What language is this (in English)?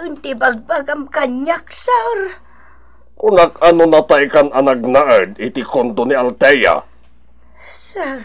Iloko